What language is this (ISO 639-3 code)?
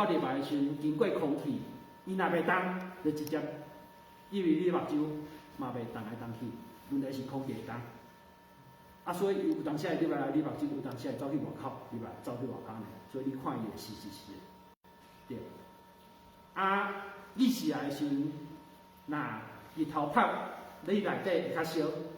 nan